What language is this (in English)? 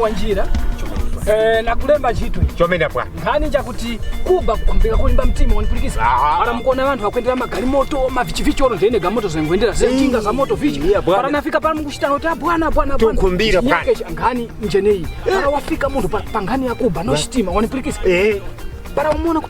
Tumbuka